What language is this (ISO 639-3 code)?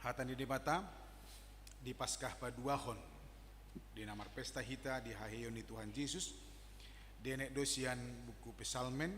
bbc